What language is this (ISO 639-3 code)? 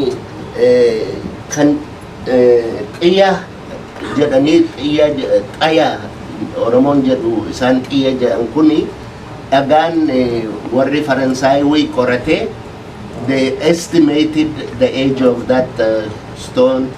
orm